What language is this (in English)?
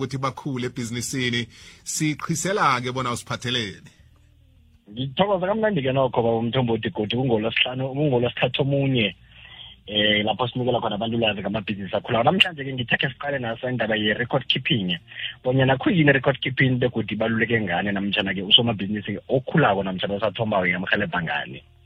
South Ndebele